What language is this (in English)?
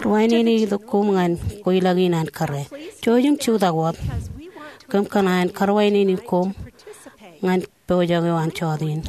Marshallese